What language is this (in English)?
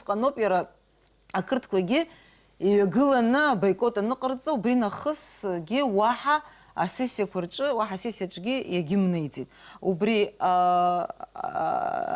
Abkhazian